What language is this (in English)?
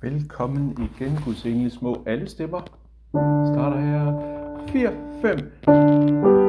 Danish